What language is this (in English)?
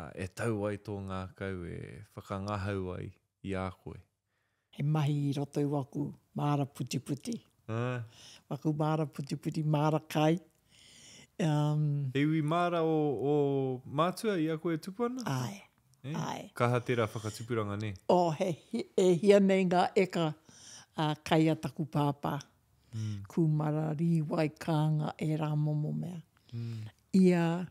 Māori